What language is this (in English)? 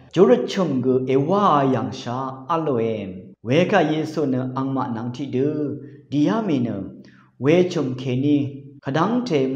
Rawang